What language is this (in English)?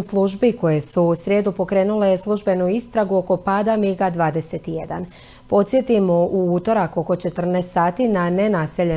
Croatian